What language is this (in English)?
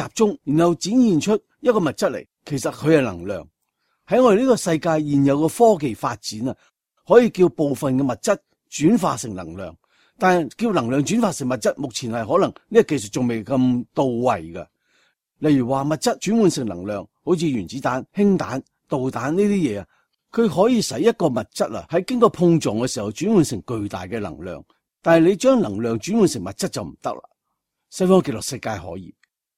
Cantonese